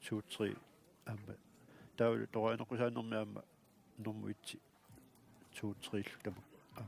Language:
Kalaallisut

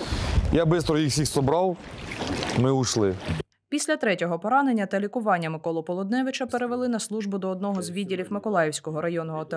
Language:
Ukrainian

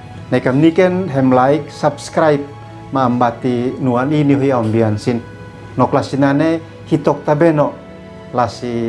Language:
Uab Meto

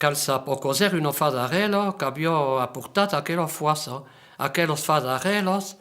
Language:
Occitan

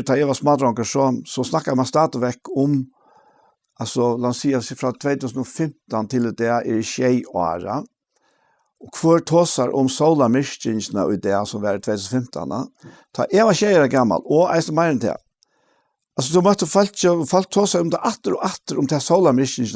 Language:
Faroese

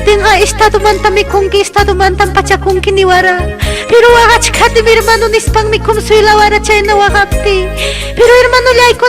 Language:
Ayacucho Quechua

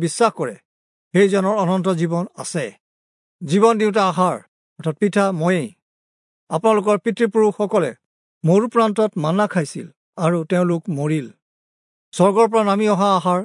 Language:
Assamese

